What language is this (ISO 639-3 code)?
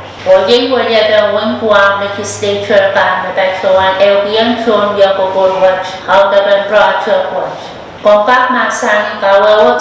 pon